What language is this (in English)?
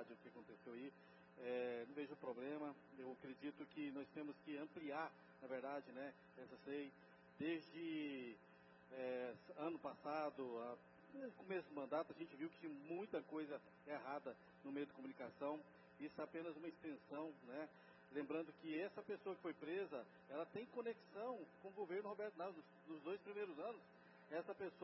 Portuguese